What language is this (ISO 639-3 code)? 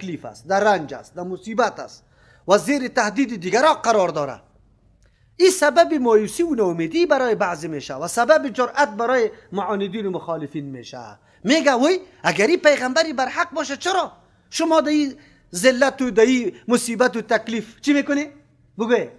fas